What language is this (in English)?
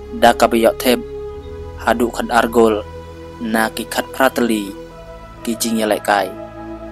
Khasi